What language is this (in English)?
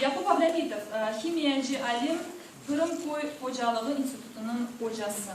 Crimean Tatar